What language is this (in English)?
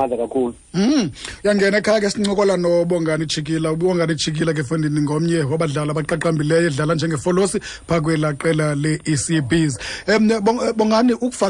Xhosa